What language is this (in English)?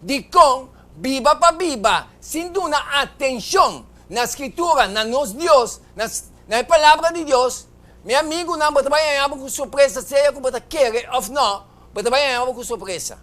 Papiamento